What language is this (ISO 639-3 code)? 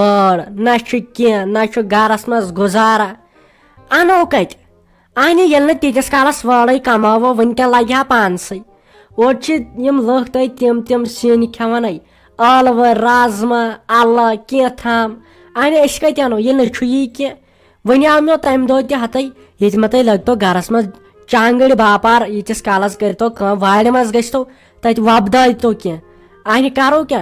kas